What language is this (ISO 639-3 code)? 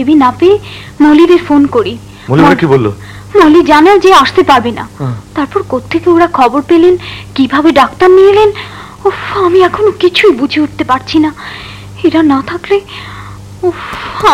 ben